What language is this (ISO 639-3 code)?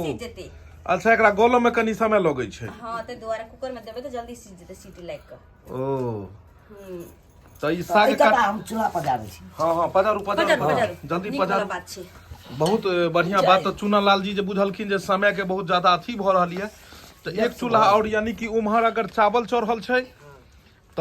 mai